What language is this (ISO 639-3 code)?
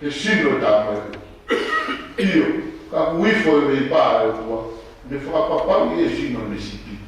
ton